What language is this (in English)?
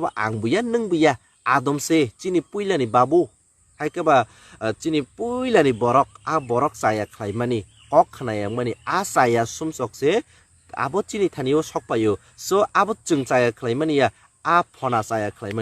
Kok Borok